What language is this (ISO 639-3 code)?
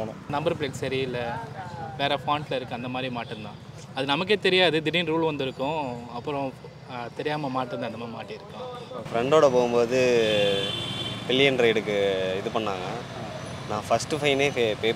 tam